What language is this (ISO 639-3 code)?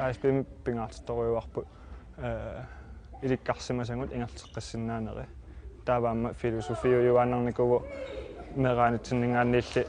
kal